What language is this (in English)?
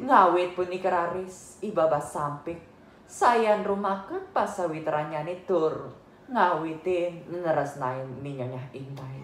Balinese